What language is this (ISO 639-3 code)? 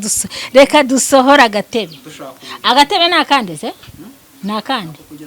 kin